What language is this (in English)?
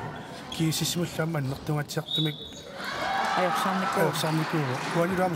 Kalaallisut